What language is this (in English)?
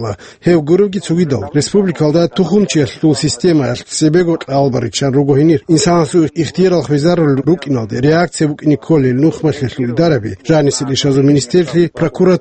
Avaric